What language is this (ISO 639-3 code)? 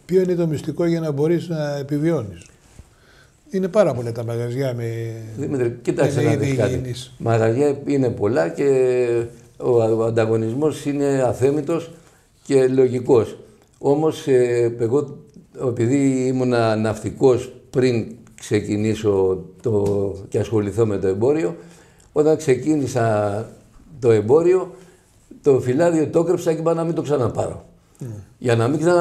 ell